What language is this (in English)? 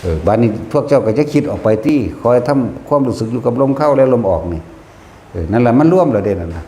Northeastern Thai